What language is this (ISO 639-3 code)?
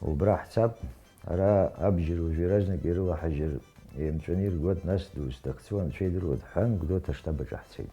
abk